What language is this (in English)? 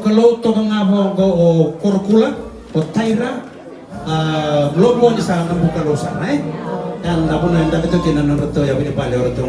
Fijian